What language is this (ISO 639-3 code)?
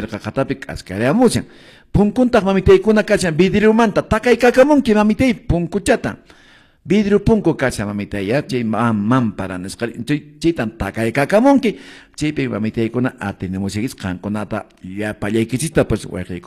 que